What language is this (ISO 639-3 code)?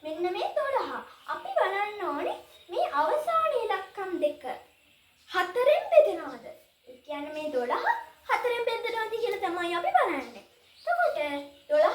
sin